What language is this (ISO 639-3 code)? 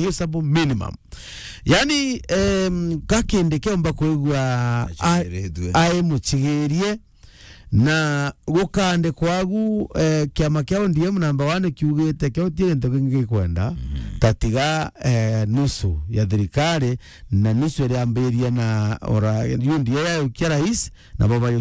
mer